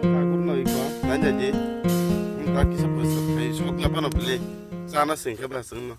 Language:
Kok Borok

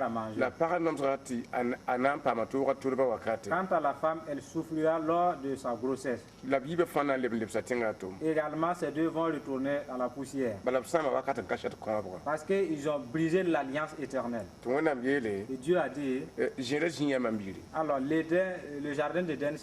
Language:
Mossi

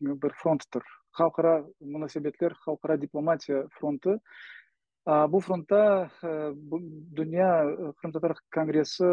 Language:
Crimean Tatar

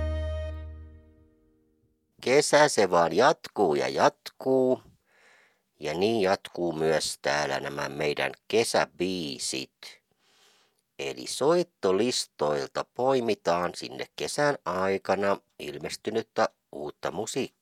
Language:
Finnish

